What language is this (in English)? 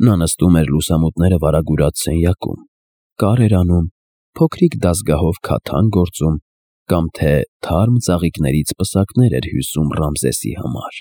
Armenian